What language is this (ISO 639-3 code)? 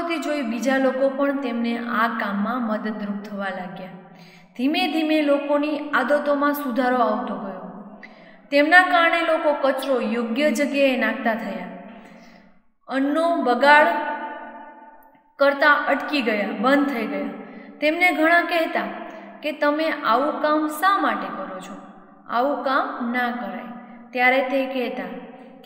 guj